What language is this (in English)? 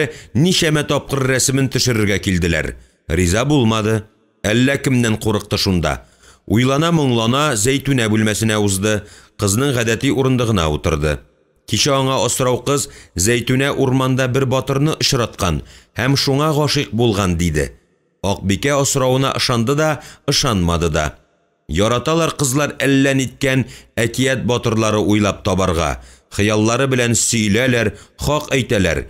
Tatar